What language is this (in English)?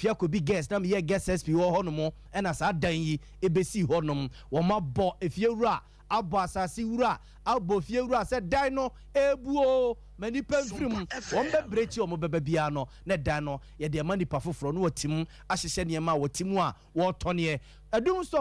Akan